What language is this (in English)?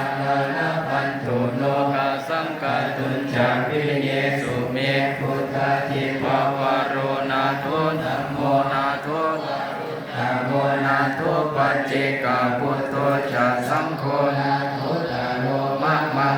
Pali